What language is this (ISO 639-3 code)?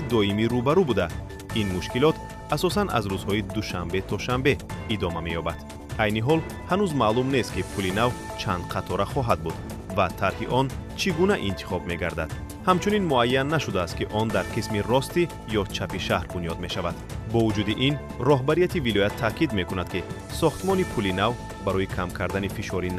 tgk